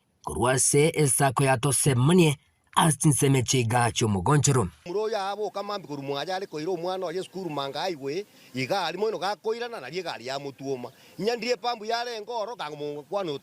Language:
Gusii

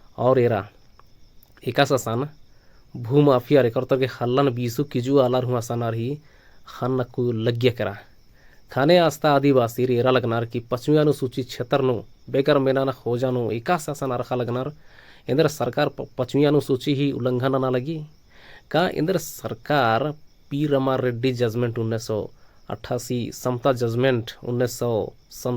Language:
Kurukh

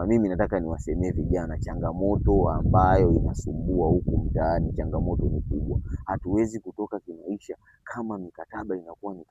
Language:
Swahili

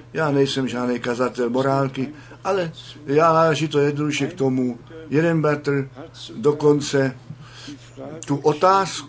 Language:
Czech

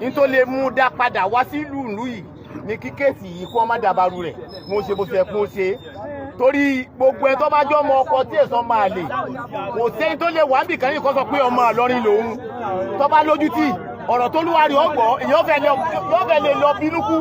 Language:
Yoruba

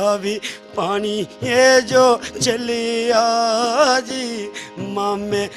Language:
Dogri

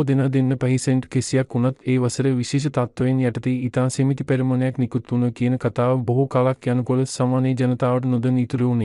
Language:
Sinhala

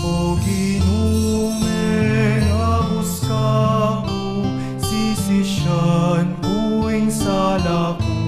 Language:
Pampanga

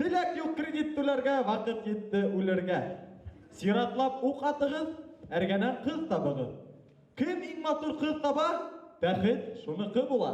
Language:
Bashkir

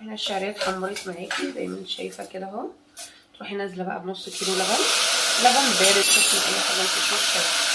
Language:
Egyptian Arabic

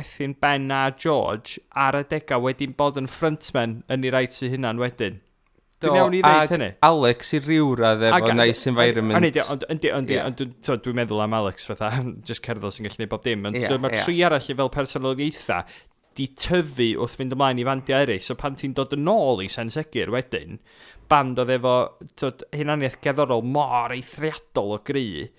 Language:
Welsh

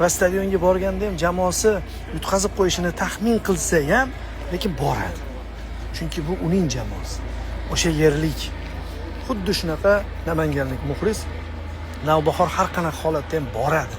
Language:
Uzbek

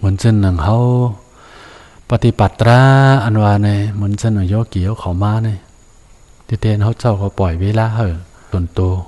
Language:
Shan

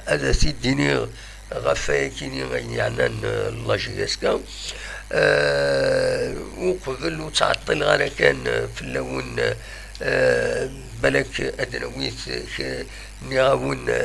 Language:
Kabyle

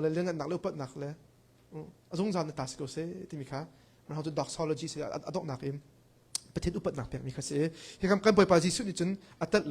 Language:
Hakha Chin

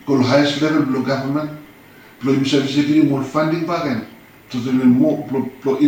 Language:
Bislama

